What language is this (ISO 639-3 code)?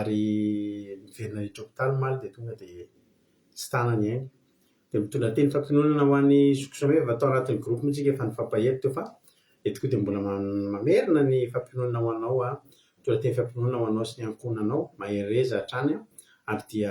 mlg